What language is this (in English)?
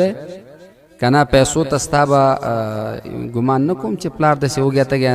Pashto